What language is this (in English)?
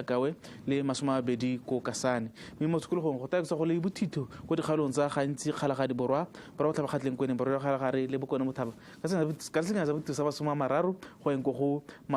Tswana